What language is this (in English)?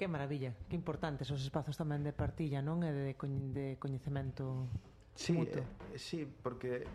Galician